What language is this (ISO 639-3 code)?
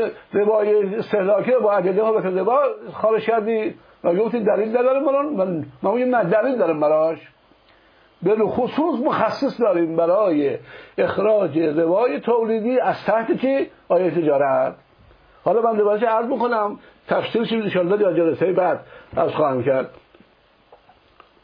fas